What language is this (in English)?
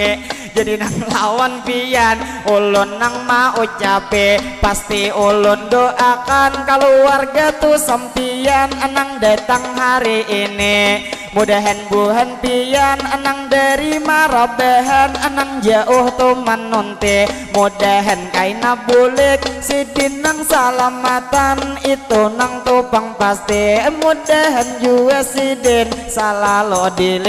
Banjar